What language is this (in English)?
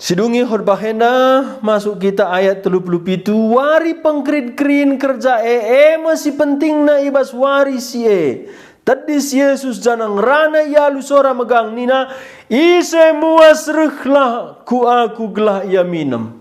Batak Karo